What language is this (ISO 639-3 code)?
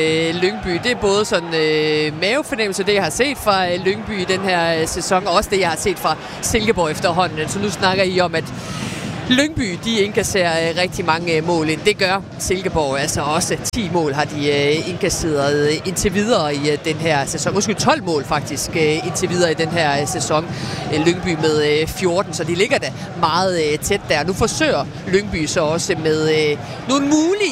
dan